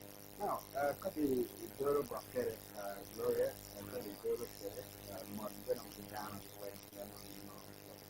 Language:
Acoli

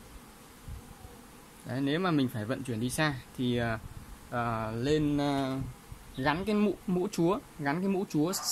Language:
Vietnamese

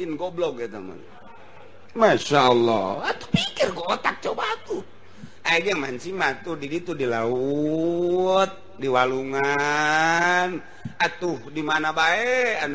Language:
Sundanese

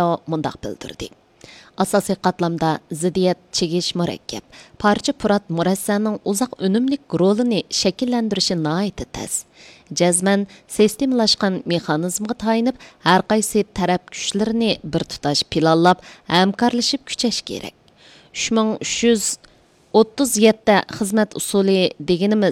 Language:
Uyghur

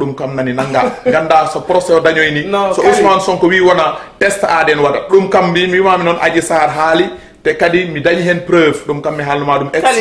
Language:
Fula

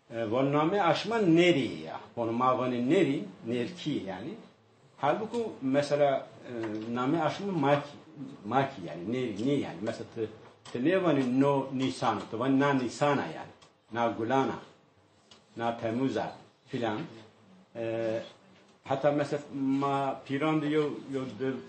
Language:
Zaza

